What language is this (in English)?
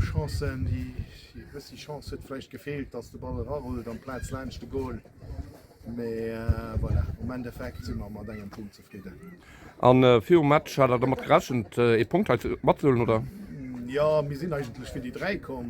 Luxembourgish